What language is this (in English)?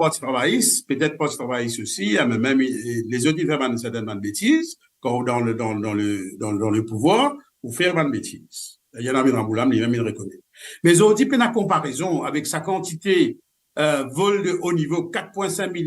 Morisyen